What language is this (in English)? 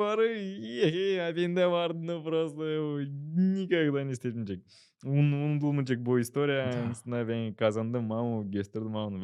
Gagauz